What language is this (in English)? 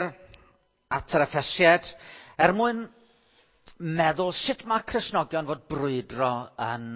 Welsh